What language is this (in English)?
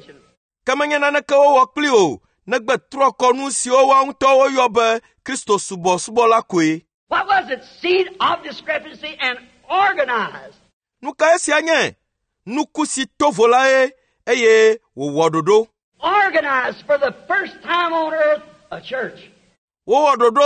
Ewe